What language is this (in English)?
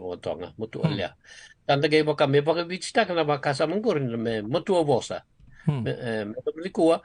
Fijian